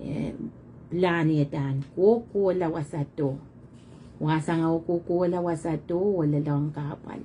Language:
Pohnpeian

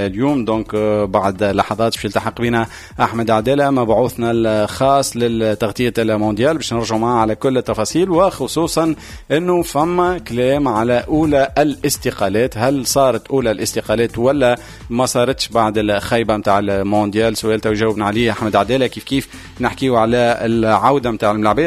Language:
Tunisian Arabic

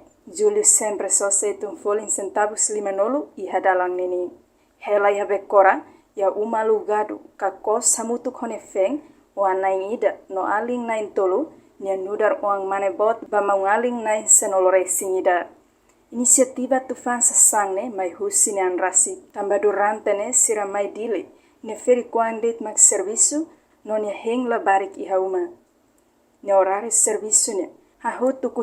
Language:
Tetum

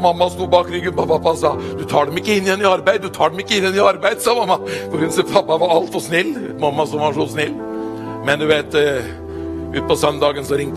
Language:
Norwegian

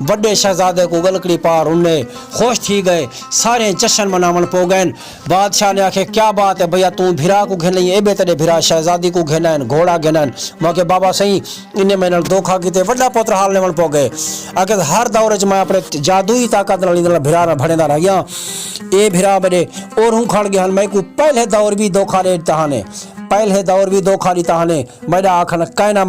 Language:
Saraiki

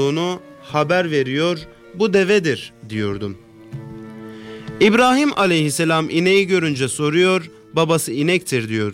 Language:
Turkish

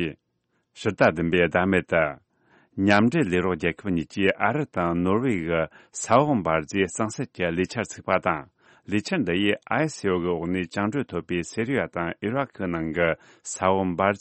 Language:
Tibetan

